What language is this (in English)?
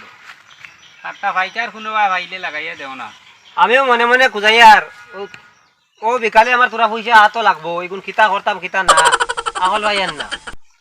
Sylheti